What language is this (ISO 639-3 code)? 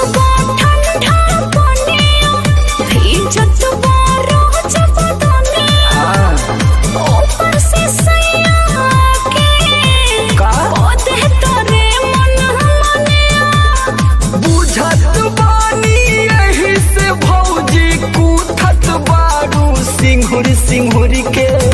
bho